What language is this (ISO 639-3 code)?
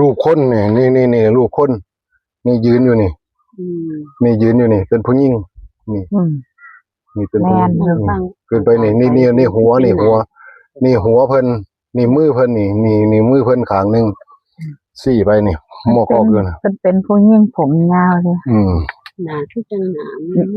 tts